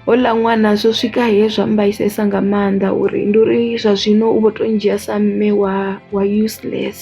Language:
Venda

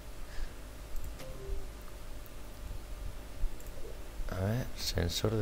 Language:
Spanish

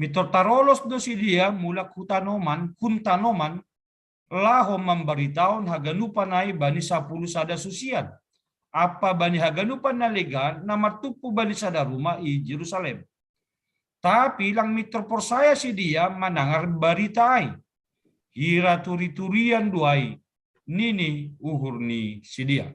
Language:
Batak Simalungun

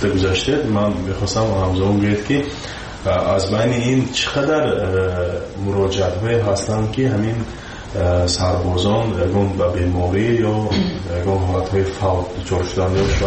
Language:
Persian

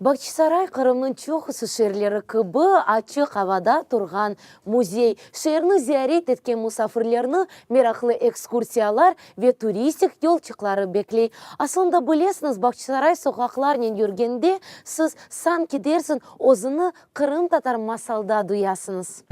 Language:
Crimean Tatar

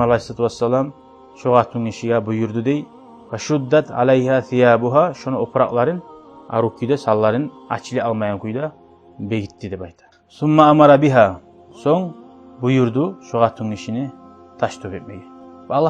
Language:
Kumyk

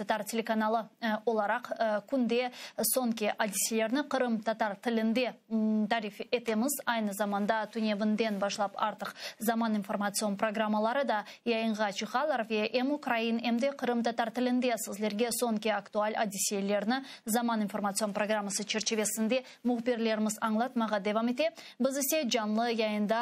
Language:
Crimean Tatar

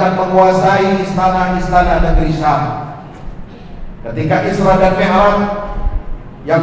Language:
Indonesian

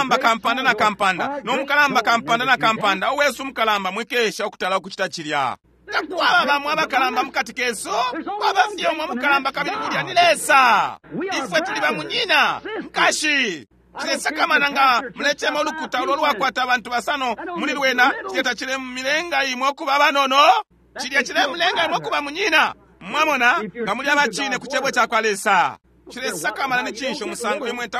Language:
Bemba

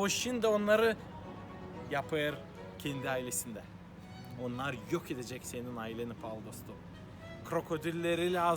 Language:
Gagauz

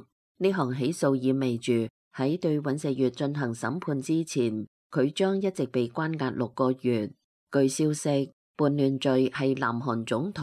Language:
Cantonese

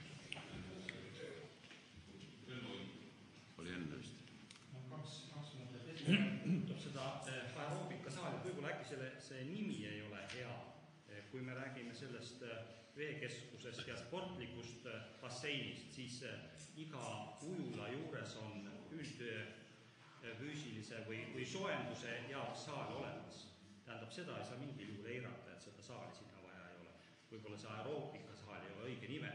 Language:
Estonian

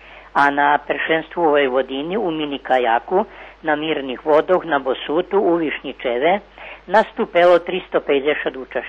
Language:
Rusyn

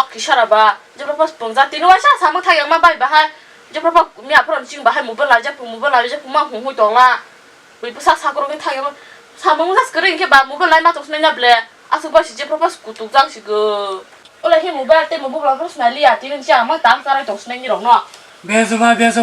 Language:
Kok Borok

